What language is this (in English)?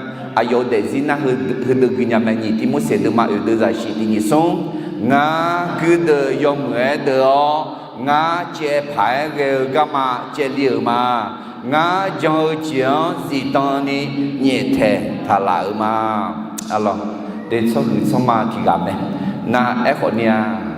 Akha